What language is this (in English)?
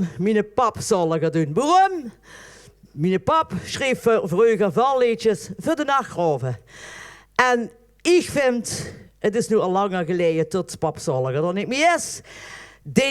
Limburgish